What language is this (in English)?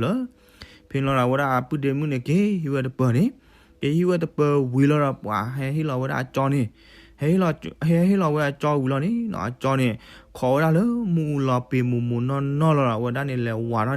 S'gaw Karen